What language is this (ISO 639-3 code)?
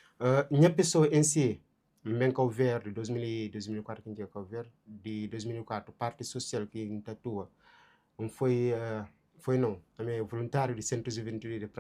kea